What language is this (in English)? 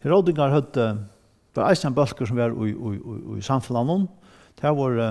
Faroese